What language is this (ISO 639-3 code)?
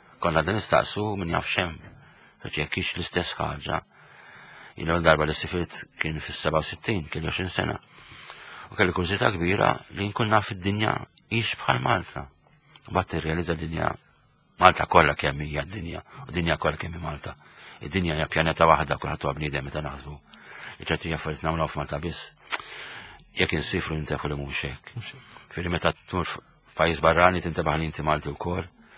mlt